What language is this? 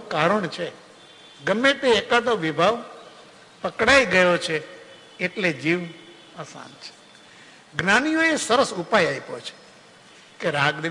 Gujarati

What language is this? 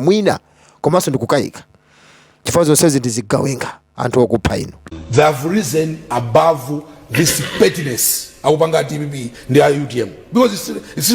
Nyanja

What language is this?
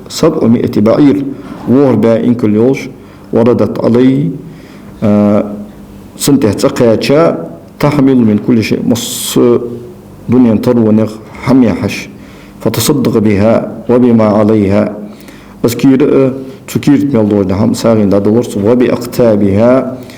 Ingush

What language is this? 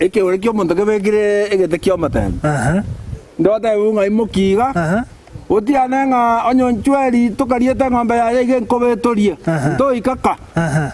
Gusii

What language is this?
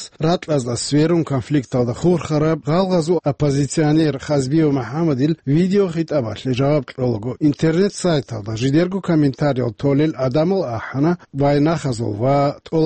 Avaric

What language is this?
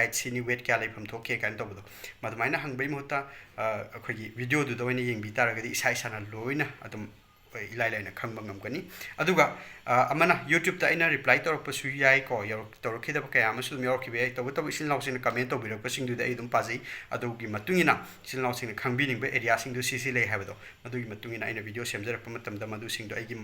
Manipuri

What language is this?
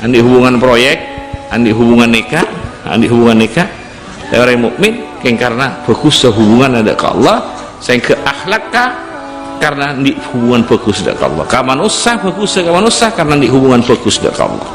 Madurese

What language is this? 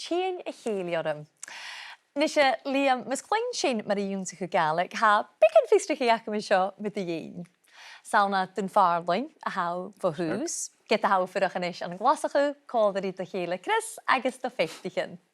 Scottish Gaelic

